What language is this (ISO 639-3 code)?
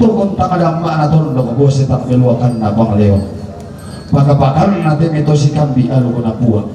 sda